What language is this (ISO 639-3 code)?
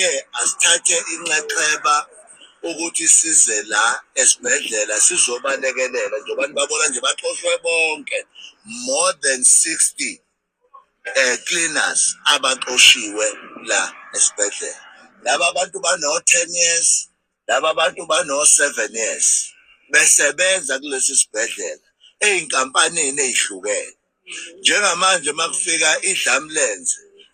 zul